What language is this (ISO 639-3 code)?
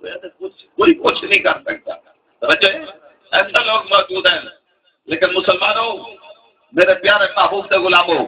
skr